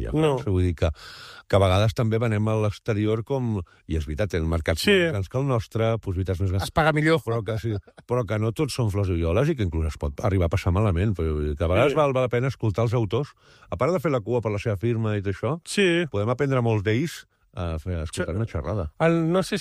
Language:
Catalan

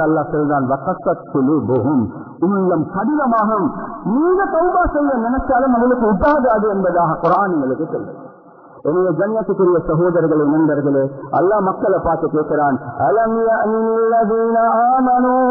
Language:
Tamil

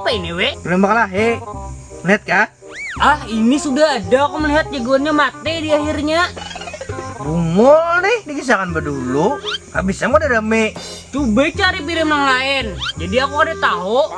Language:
Banjar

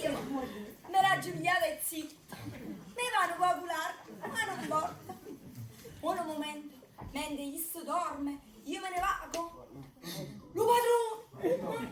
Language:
Neapolitan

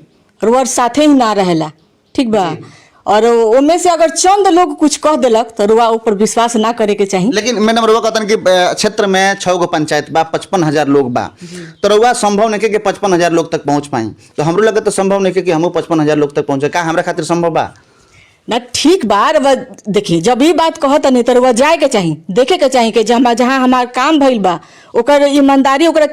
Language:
Bhojpuri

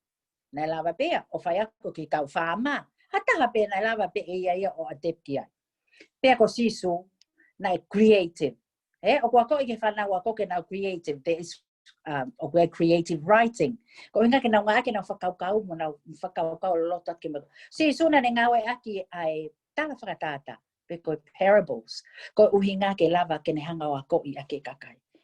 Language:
Tongan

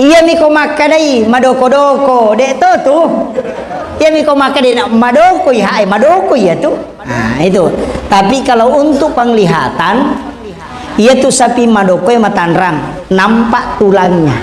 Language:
Buginese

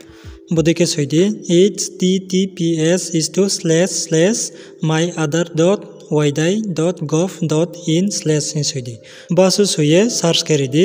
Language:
Riang (India)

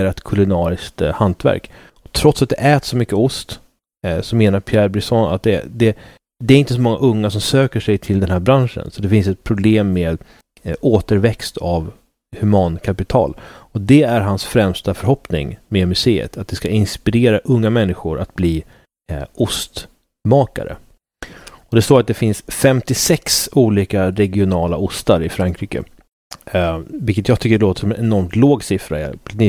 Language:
Swedish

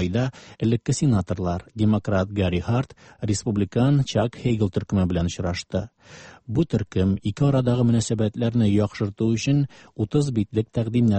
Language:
Tatar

